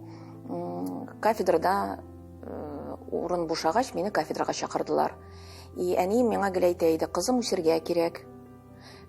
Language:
Tatar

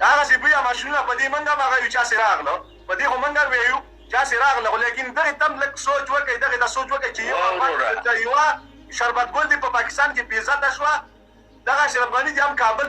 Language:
Pashto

